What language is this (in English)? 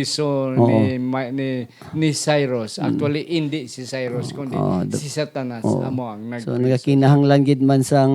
Hiligaynon